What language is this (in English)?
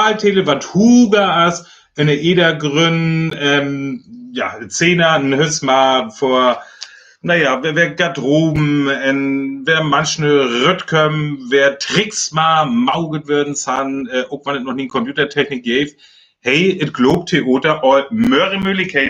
Northern Frisian